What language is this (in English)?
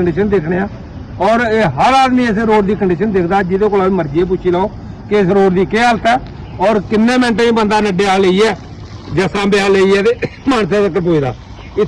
Dogri